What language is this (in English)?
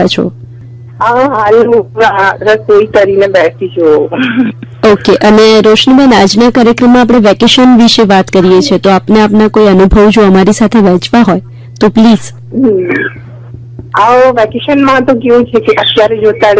Gujarati